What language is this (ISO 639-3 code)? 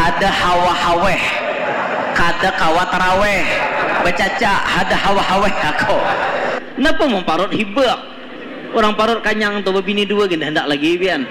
bjn